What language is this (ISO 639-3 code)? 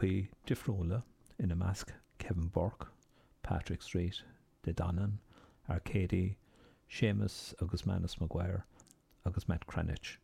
gle